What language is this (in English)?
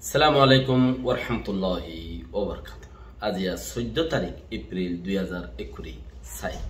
Rohingya